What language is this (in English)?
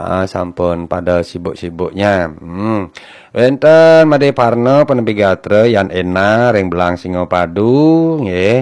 Balinese